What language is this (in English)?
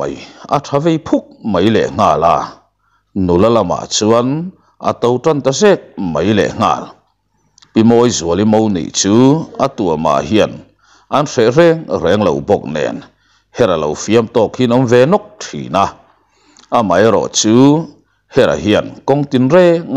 Mizo